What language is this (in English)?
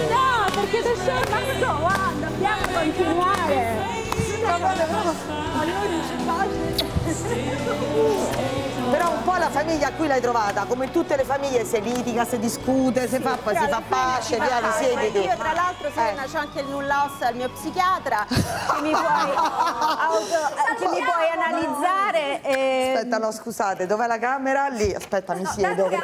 Italian